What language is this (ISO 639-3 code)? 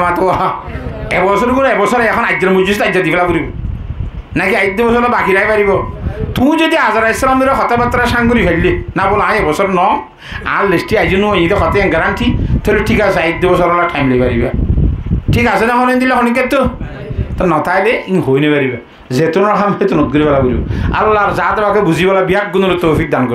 rhg